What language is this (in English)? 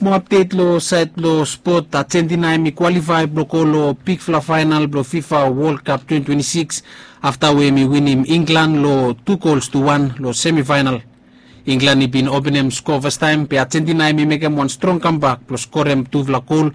Bislama